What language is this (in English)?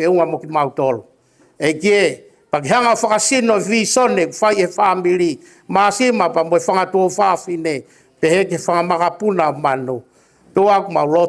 Tongan